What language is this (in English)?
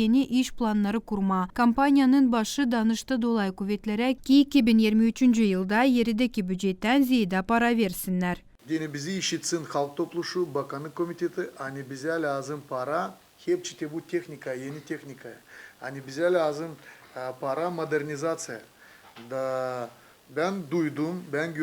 Gagauz